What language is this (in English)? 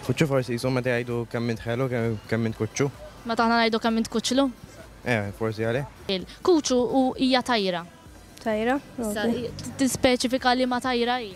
Maltese